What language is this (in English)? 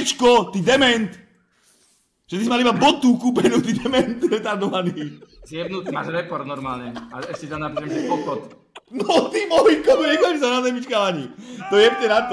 Slovak